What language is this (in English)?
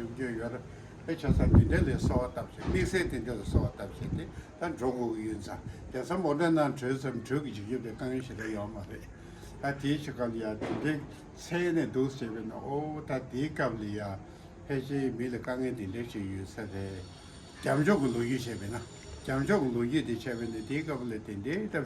Tibetan